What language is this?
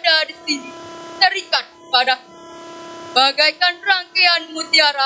Balinese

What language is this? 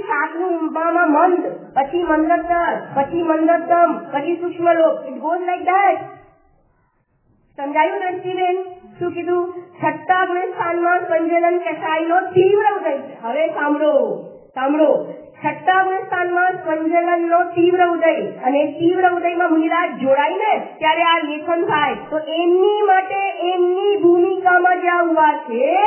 Gujarati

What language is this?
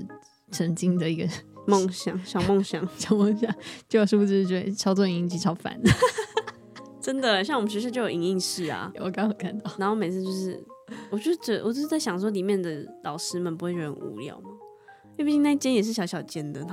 Chinese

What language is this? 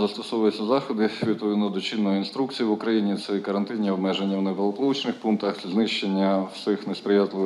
Ukrainian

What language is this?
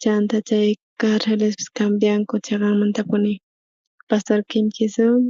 South Bolivian Quechua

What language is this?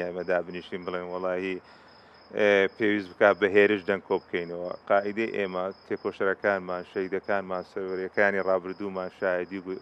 Central Kurdish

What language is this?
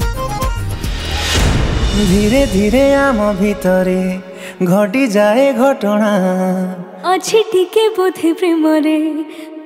Odia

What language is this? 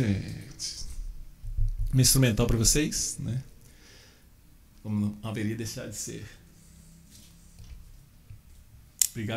Portuguese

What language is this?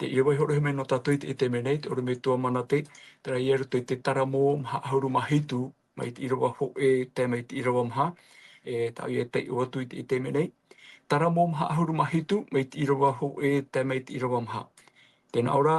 Tahitian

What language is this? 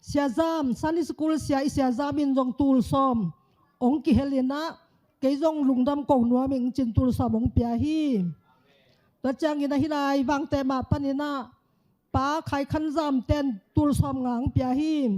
Tedim Chin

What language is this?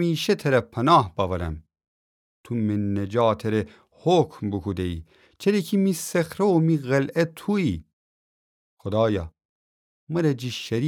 Gilaki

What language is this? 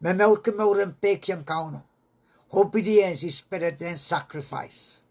Pohnpeian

